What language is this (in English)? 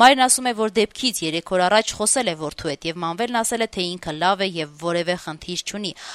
Armenian